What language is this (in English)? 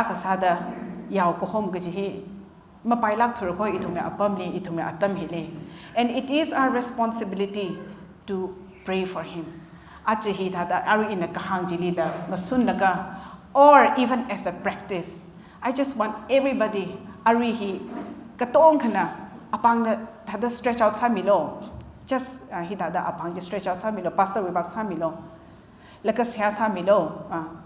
Tangkhul Naga (India)